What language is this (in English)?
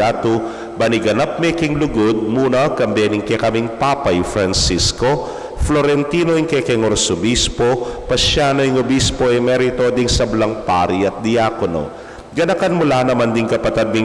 Pampanga